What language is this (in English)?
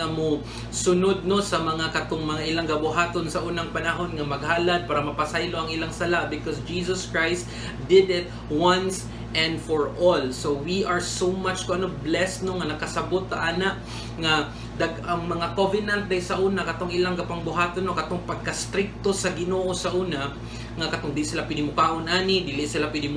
Cebuano